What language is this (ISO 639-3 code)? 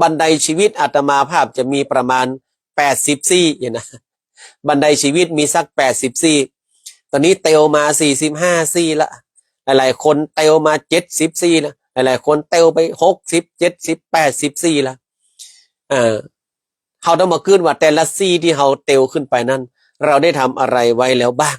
nod